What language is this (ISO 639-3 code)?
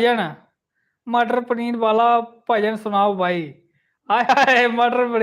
doi